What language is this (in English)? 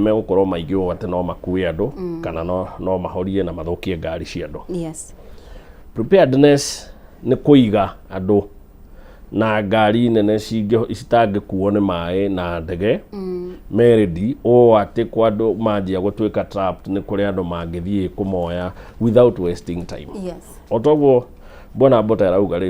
Kikuyu